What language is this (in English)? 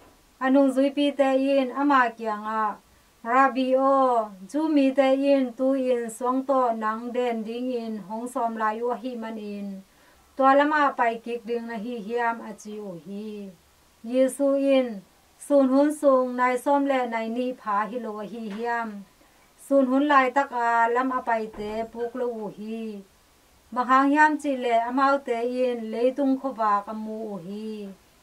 Tedim Chin